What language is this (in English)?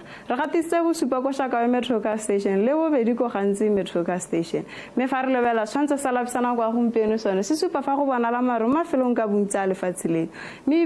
Tswana